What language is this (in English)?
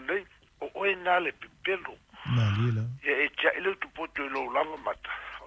Samoan